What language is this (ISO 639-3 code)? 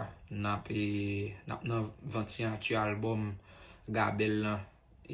hat